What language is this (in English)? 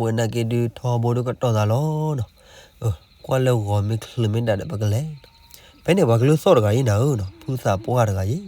S'gaw Karen